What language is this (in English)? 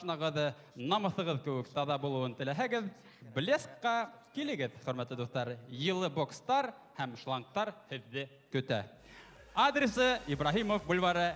Bashkir